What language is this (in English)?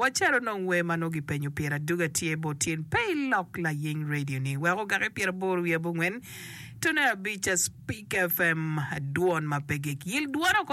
Acoli